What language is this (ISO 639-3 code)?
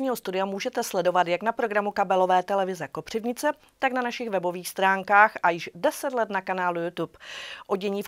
ces